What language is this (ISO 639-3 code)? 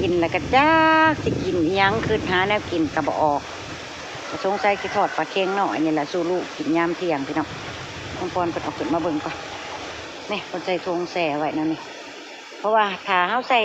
tts